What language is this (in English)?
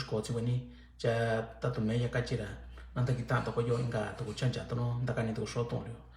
Mixtepec Mixtec